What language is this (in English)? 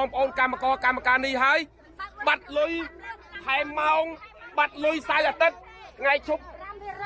Khmer